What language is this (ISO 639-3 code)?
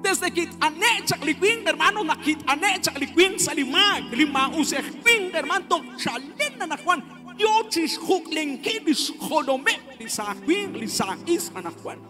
kek